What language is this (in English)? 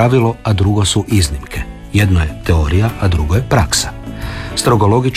Croatian